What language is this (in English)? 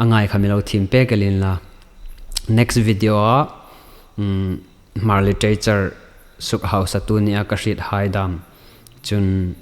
Hmar